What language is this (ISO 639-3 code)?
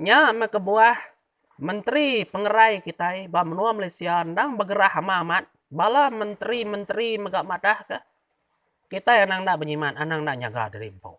iba